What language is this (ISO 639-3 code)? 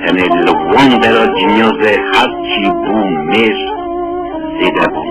kur